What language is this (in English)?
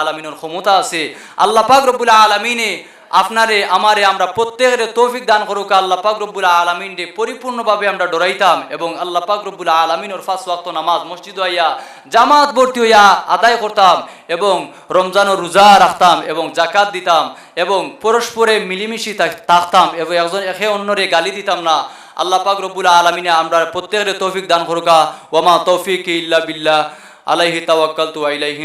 Sylheti